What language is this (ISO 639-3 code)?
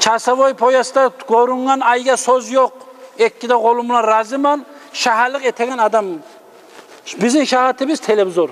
kum